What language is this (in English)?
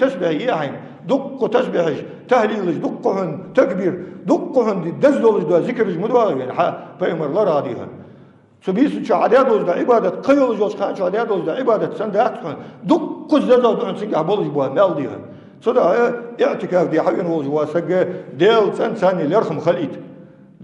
Ingush